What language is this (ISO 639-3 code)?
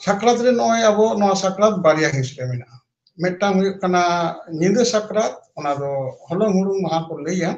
sat